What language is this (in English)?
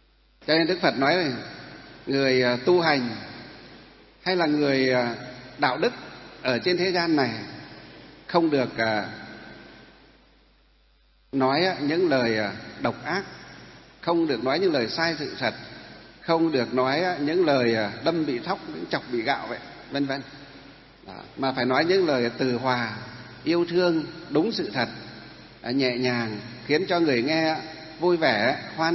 Vietnamese